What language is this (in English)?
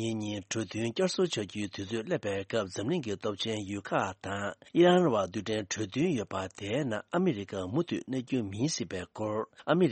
Tibetan